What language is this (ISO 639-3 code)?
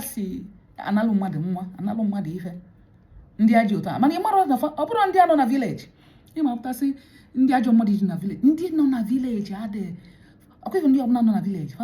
ibo